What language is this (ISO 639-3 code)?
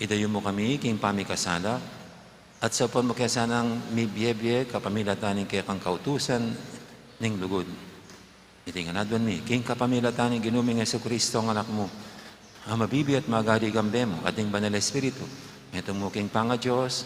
pam